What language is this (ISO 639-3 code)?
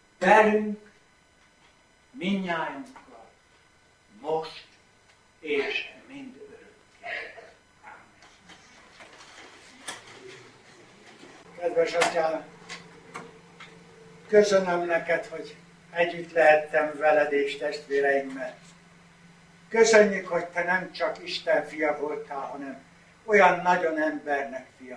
hun